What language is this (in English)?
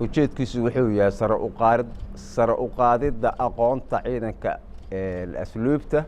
Somali